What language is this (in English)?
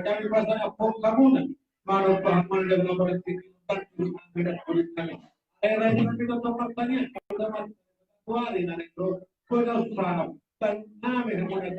Batak Toba